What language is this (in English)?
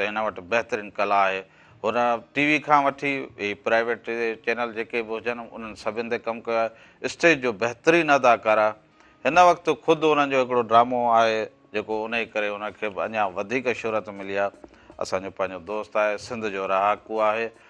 Sindhi